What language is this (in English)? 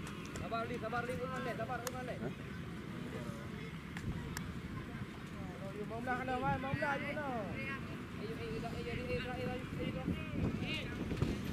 Malay